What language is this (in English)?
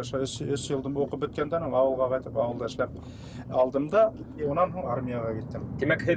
Bashkir